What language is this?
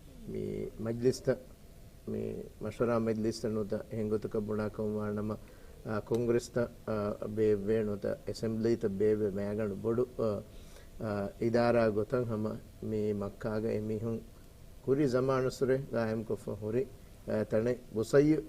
Divehi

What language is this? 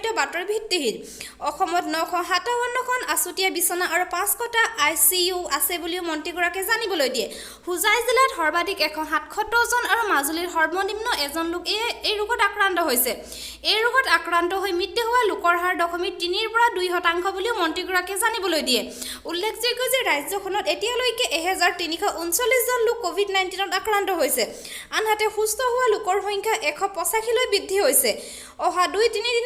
Assamese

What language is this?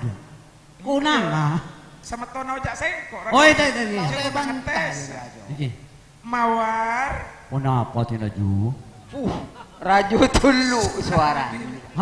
Madurese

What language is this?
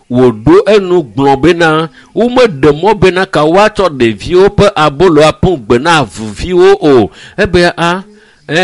Ewe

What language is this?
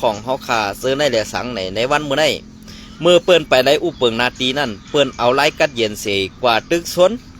Shan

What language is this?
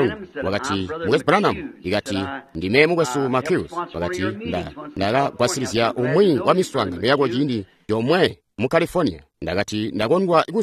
Tonga (Zambia)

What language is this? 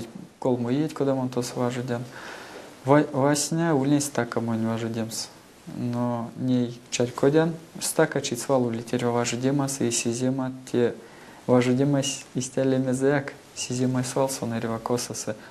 Erzya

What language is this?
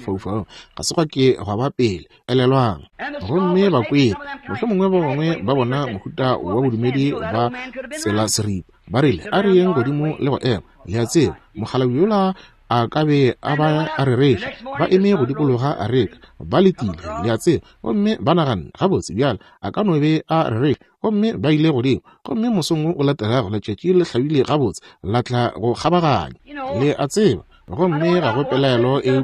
Northern Sotho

